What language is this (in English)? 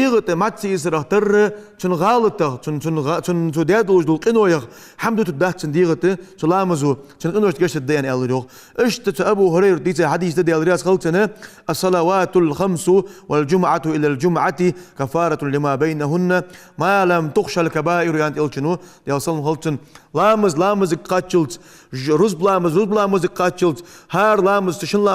Ingush